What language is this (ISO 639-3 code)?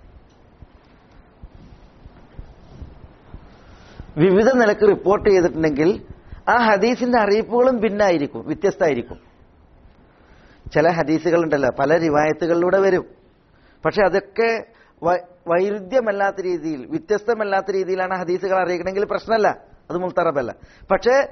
mal